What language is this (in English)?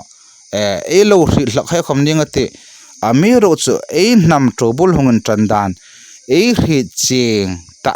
Hmar